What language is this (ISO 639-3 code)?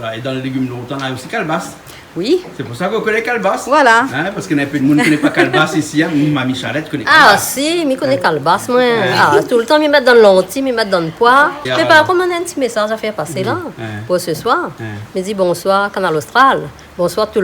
rcf